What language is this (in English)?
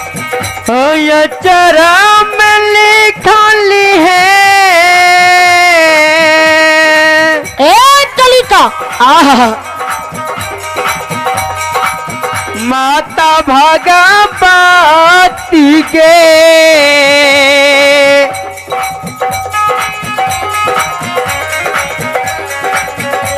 Bhojpuri